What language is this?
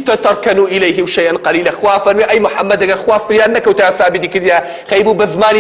Central Kurdish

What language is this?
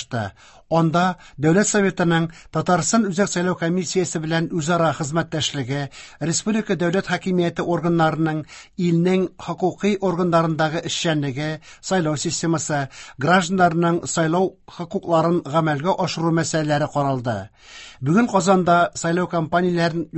Tatar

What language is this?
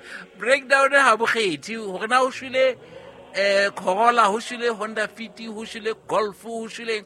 Southern Sotho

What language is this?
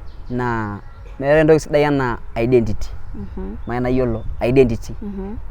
Masai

